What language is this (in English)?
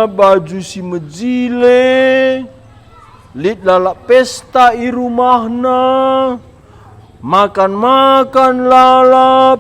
Batak Karo